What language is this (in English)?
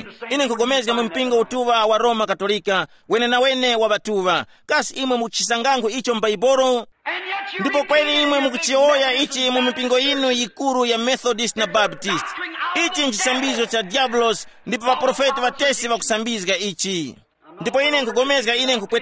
Tumbuka